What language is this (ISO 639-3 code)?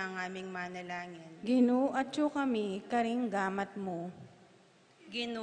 pam